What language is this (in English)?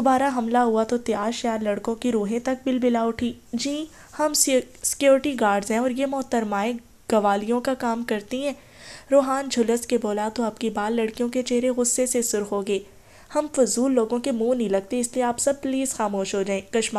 Urdu